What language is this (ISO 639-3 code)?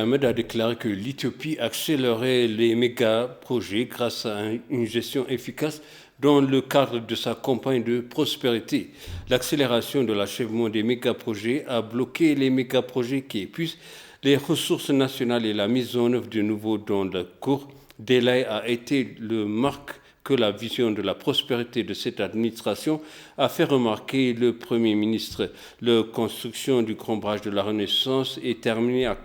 fra